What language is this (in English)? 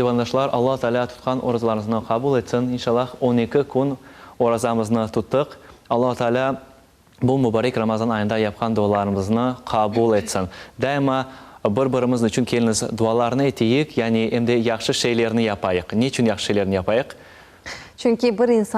Crimean Tatar